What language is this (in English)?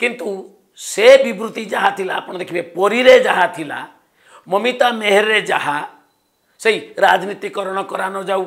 Odia